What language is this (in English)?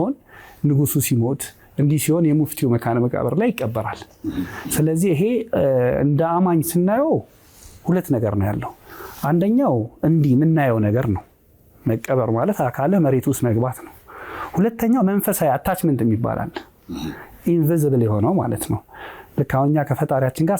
Amharic